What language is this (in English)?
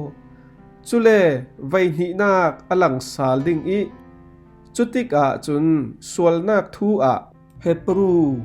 Falam Chin